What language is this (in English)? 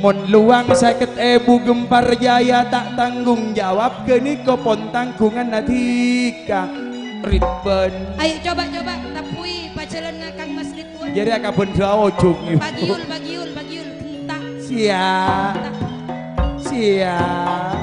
Madurese